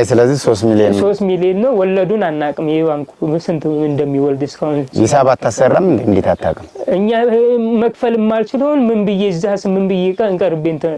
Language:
Amharic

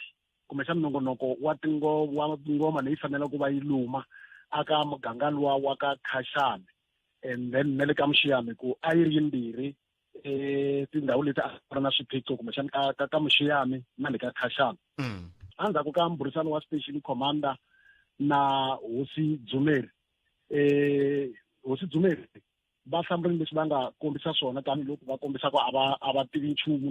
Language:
Tsonga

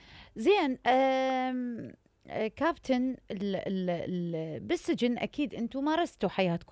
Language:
Mesopotamian Arabic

